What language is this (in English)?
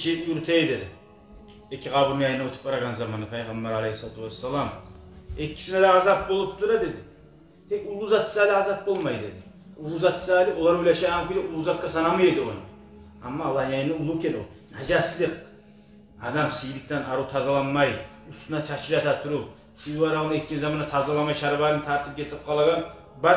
Kumyk